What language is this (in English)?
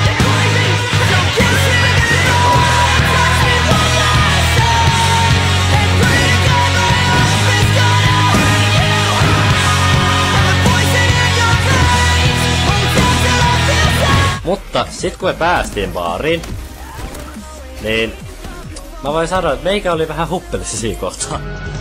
Finnish